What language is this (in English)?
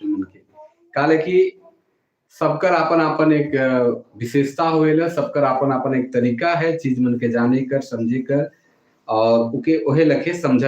Sadri